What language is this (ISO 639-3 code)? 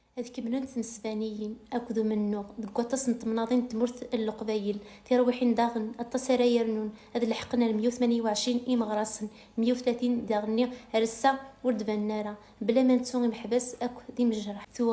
kab